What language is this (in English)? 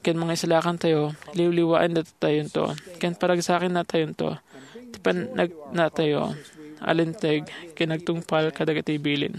Iloko